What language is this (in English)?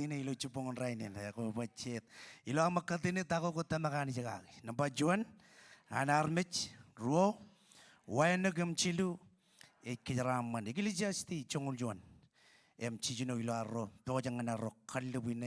Marshallese